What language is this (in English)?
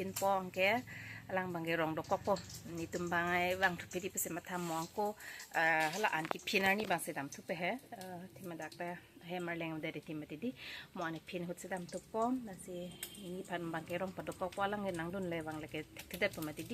Karbi